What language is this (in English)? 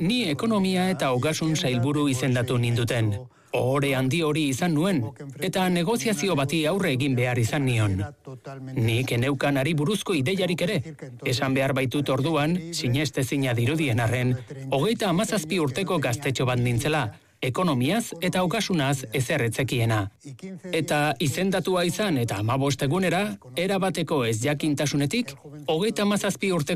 Basque